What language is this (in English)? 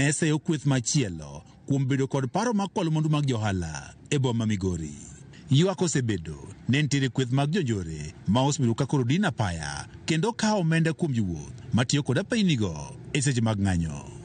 Luo (Kenya and Tanzania)